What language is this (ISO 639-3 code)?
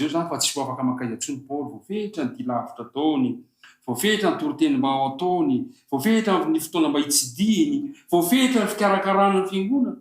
mlg